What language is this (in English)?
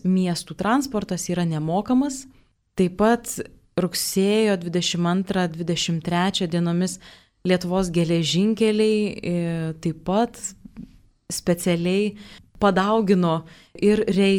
Lithuanian